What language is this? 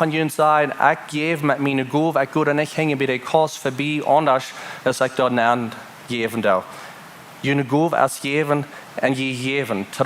Plautdietsch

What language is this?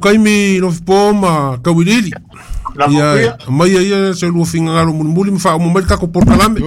Samoan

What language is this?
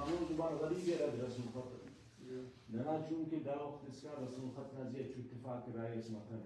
Brahui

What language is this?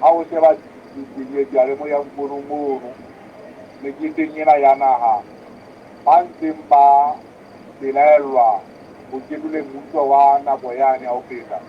Southern Sotho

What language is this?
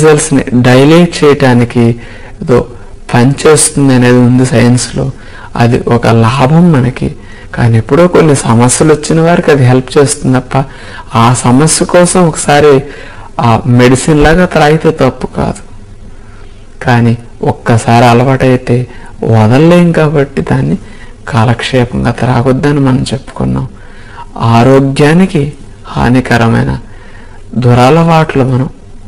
Telugu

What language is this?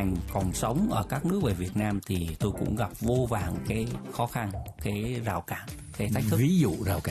Vietnamese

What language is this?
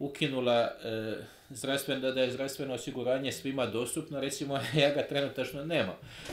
Croatian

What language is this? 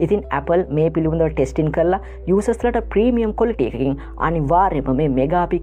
Sinhala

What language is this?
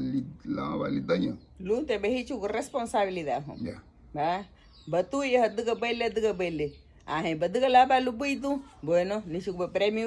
Garifuna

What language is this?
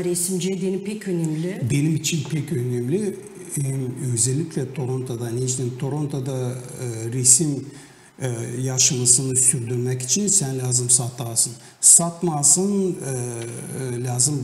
Gagauz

